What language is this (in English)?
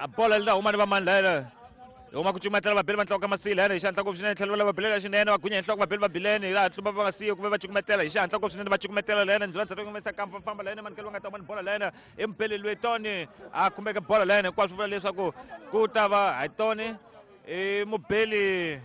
Tsonga